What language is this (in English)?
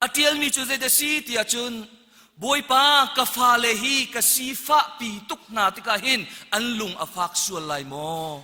Hakha Chin